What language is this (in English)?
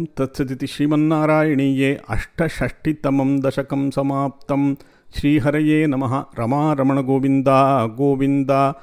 Sanskrit